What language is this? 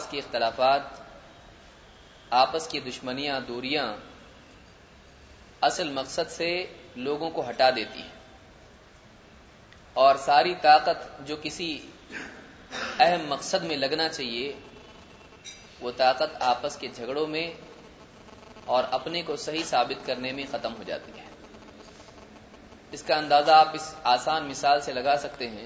Urdu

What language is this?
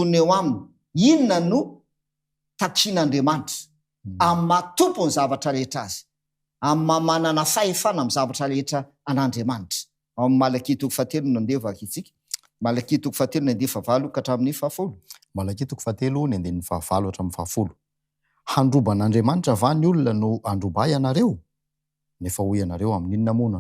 Malagasy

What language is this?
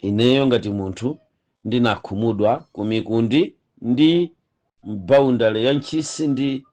Nyanja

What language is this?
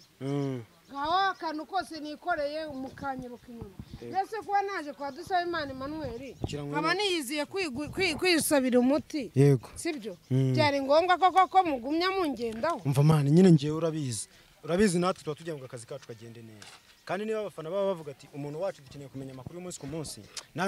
Kinyarwanda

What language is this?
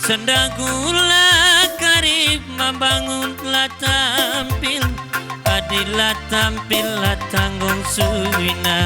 Batak Karo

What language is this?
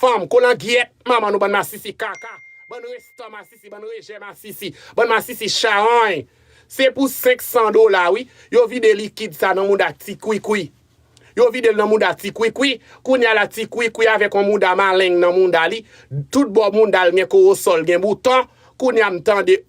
Haitian Creole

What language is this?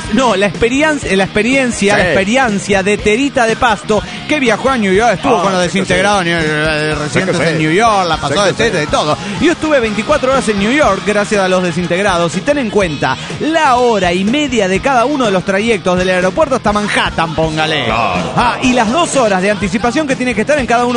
Spanish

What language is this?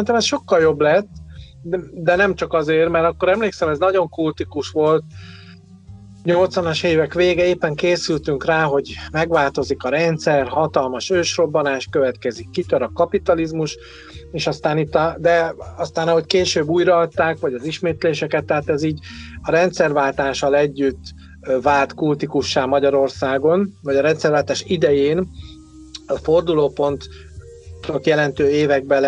Hungarian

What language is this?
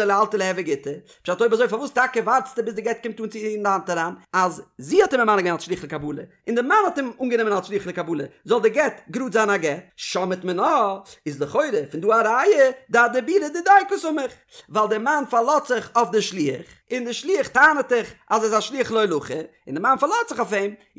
Yiddish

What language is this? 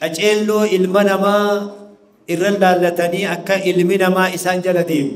Oromo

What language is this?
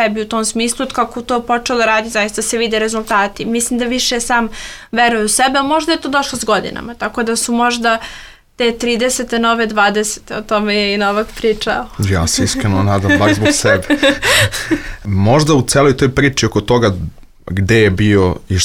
Serbian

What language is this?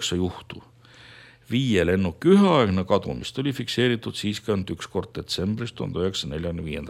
Estonian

